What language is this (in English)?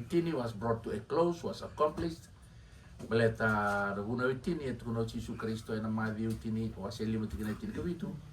Fijian